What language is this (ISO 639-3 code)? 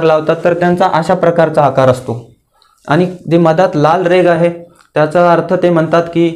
mar